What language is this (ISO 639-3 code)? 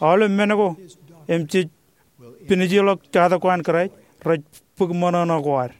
mah